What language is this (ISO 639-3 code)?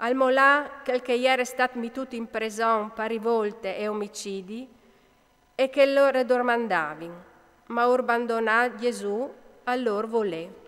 fur